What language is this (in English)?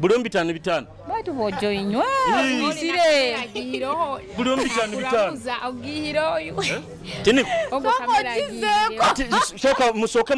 Nyoro